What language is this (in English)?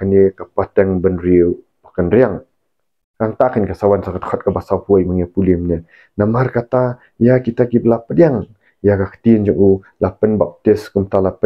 Khasi